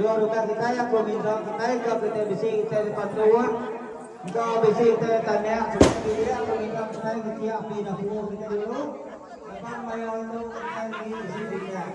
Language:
Iban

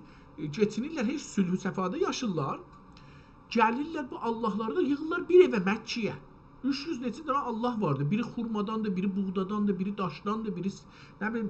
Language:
South Azerbaijani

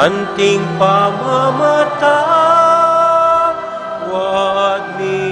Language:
Pampanga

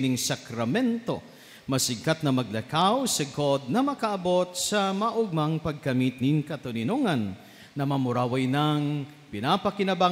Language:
Bikol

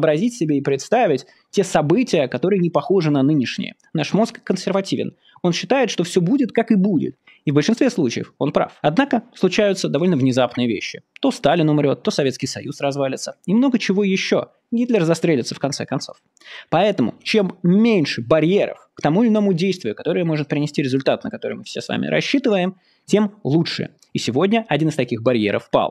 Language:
Russian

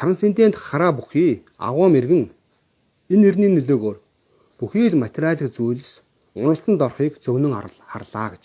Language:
Mongolian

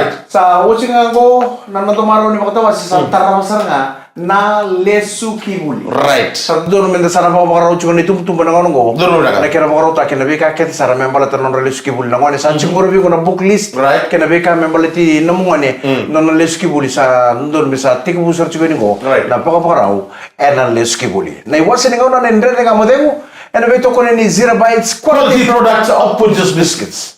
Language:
Fijian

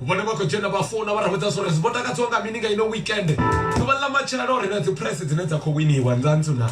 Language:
Venda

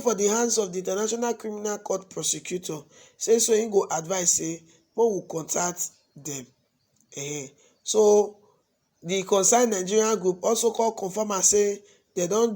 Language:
Nigerian Pidgin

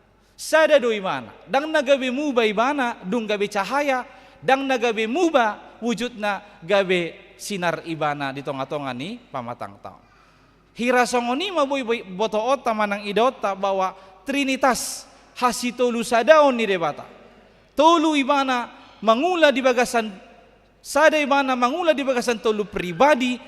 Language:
Batak Toba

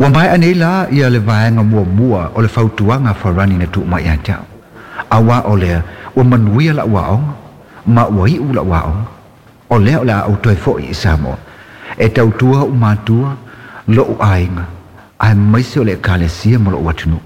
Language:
Samoan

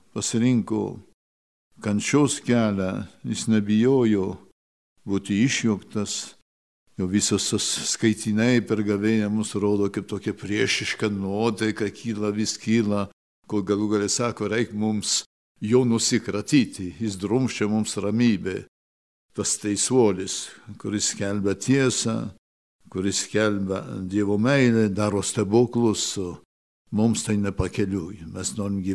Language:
Lithuanian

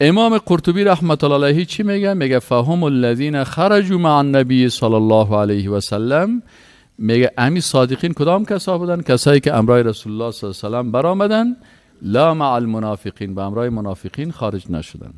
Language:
Persian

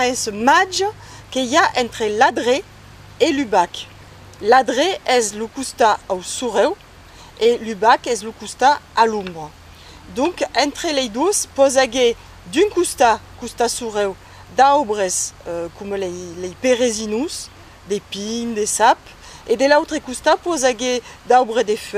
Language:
Occitan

